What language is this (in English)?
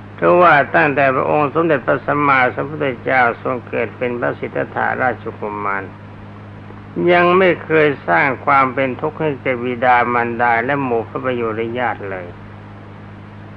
Thai